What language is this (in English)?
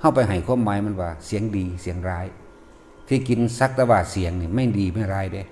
Northeastern Thai